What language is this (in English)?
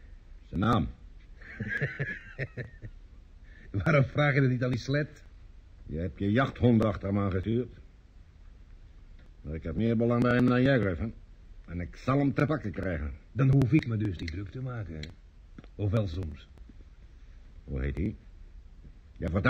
Dutch